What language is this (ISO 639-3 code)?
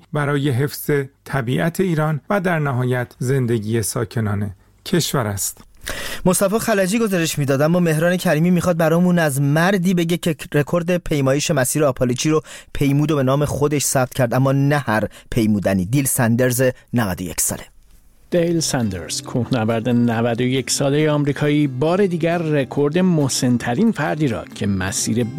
fas